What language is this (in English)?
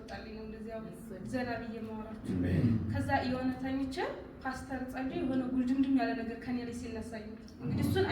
Amharic